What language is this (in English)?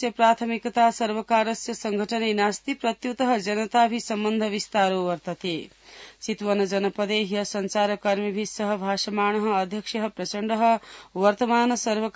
Sanskrit